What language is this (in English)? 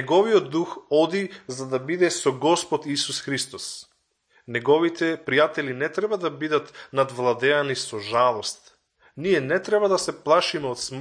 Macedonian